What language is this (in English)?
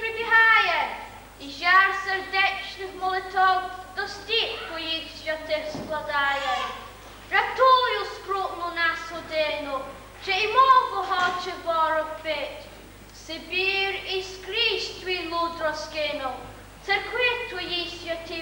Ukrainian